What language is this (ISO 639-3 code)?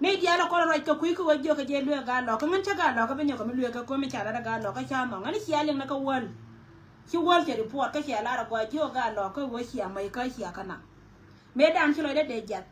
nus